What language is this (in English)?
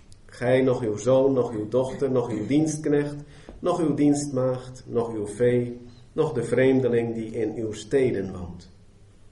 Dutch